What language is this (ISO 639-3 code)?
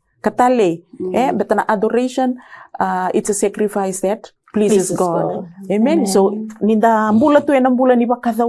fij